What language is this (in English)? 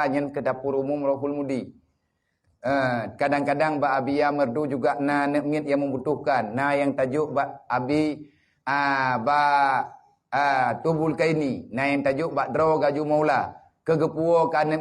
Achinese